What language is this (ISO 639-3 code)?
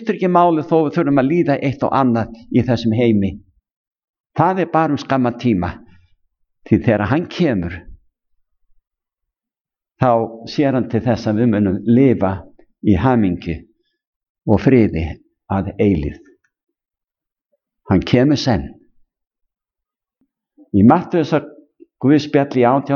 isl